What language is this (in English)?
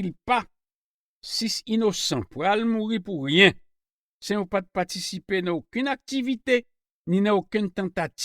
Haitian Creole